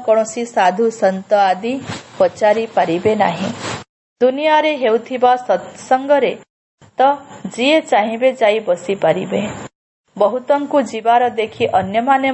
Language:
Odia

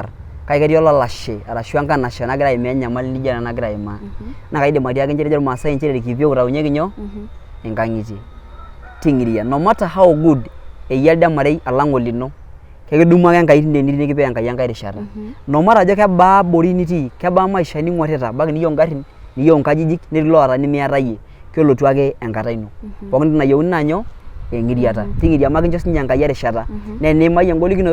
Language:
Masai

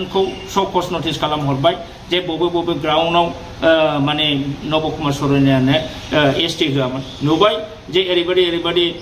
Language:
Bodo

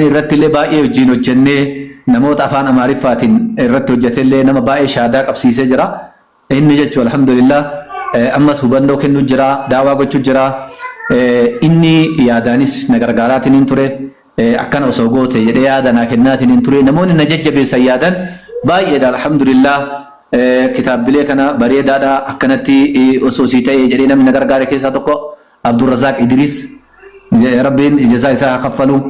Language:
Oromo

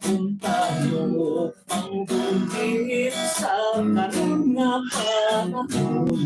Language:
Hiligaynon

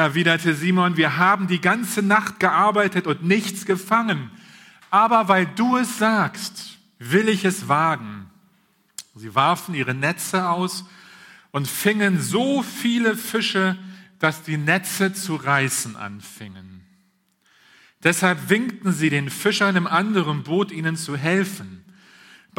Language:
German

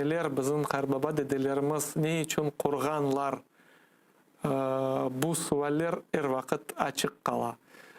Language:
Crimean Tatar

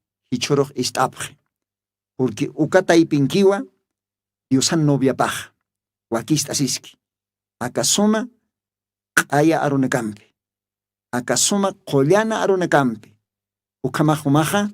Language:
Aymara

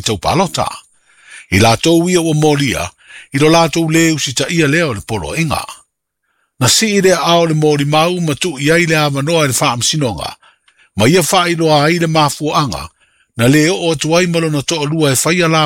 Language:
Samoan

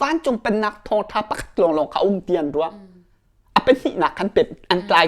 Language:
Hakha Chin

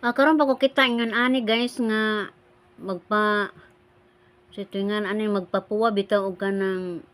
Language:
Cebuano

